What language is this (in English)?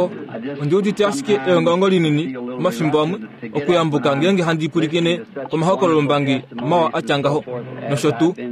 Kuanyama